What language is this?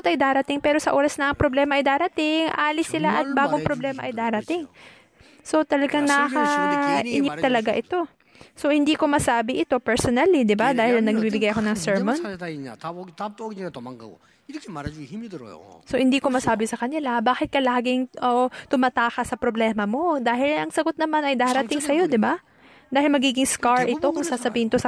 Filipino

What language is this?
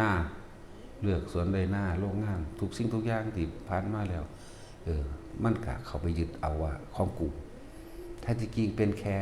Northeastern Thai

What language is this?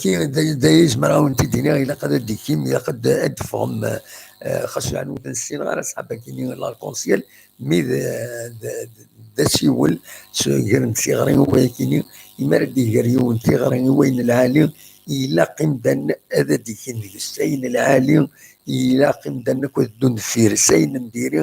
Kabyle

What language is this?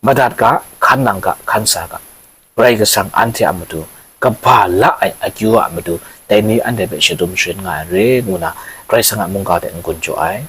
Kachin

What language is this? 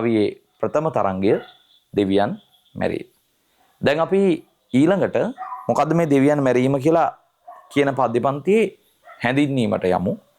Sinhala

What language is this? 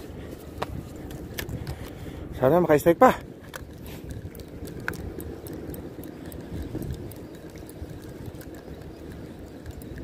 Filipino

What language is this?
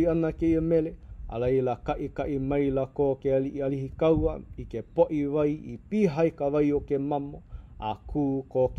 Hawaiian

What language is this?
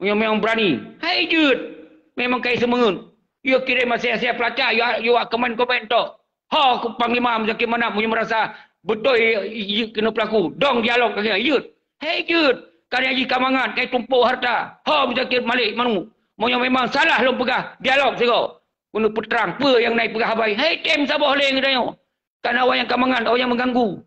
Achinese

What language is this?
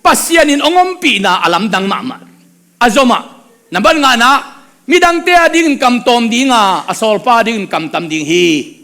Tedim Chin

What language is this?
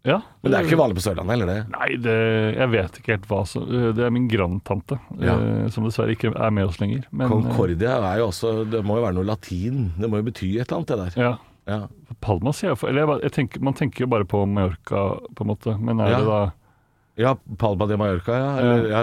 Norwegian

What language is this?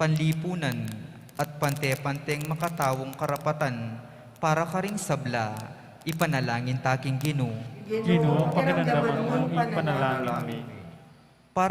Pampanga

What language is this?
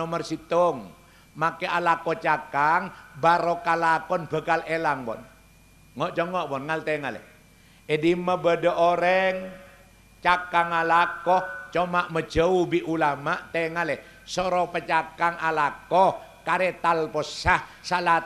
Madurese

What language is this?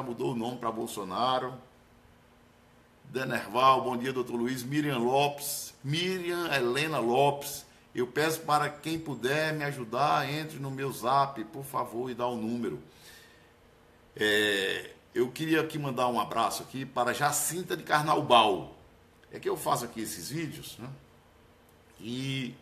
Portuguese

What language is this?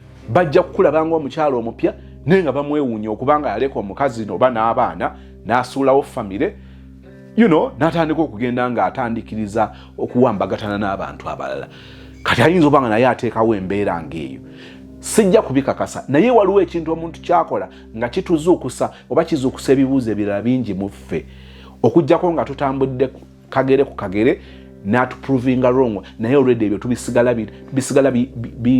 Ganda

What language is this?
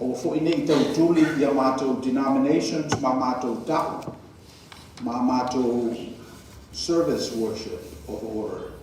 Samoan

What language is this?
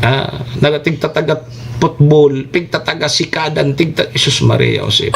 Bikol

